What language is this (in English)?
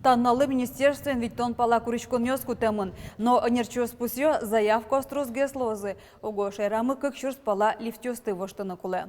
Udmurt